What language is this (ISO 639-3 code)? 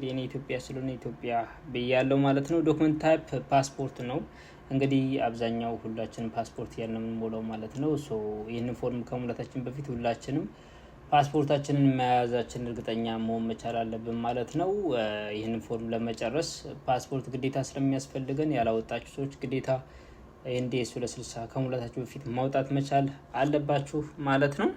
amh